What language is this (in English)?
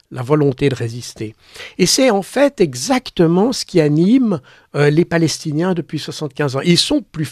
French